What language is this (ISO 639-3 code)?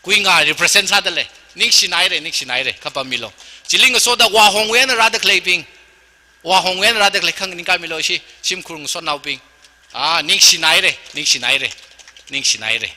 nmf